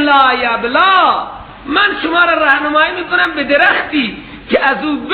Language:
Persian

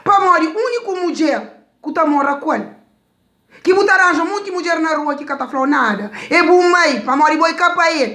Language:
Kabuverdianu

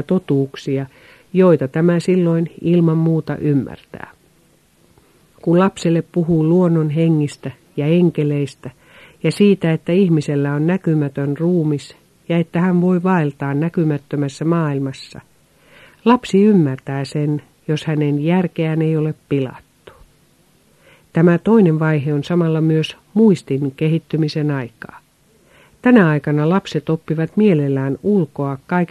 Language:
Finnish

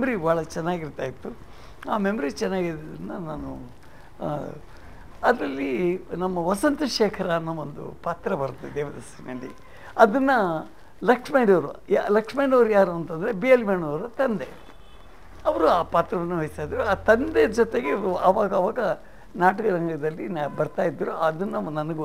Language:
Kannada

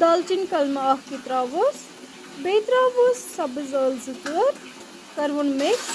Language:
Kashmiri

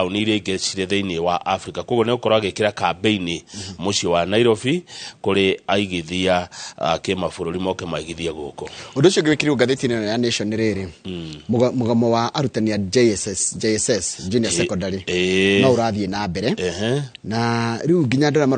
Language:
Kikuyu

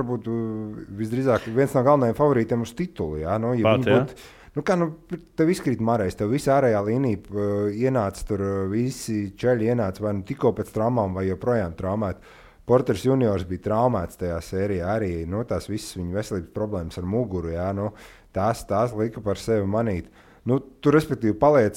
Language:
Latvian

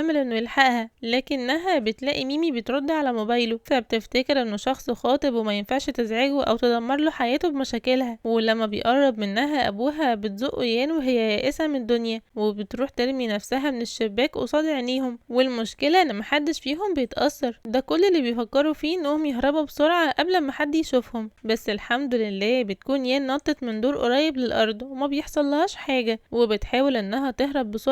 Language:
Egyptian Arabic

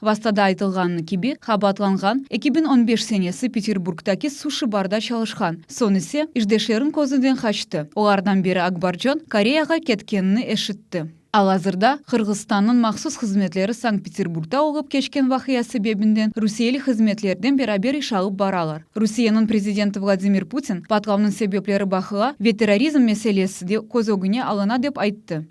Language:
Crimean Tatar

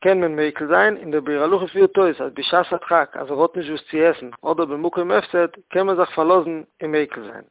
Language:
Yiddish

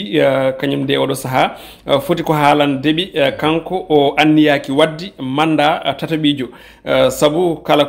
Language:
Fula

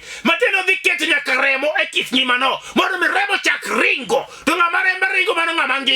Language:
Luo (Kenya and Tanzania)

